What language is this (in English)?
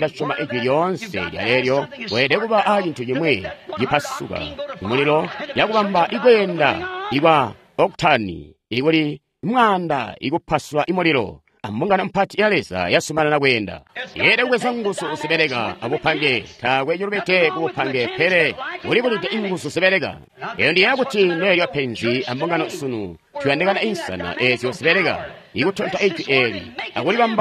Tonga (Zambia)